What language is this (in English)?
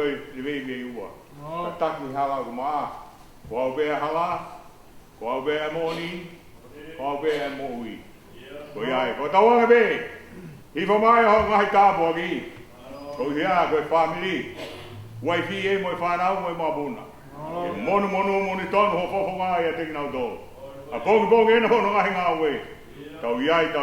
Tongan